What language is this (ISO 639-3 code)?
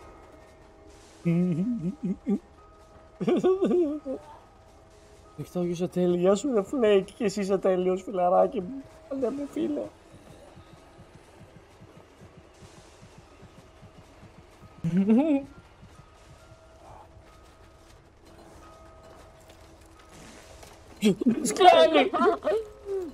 ell